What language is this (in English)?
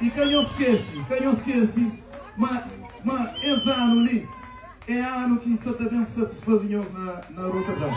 Kabuverdianu